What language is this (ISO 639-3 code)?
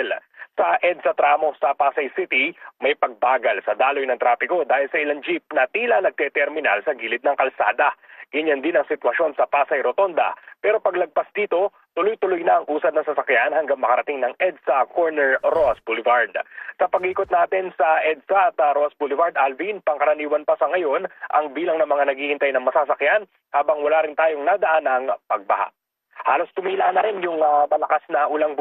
fil